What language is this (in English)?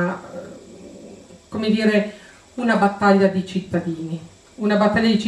Italian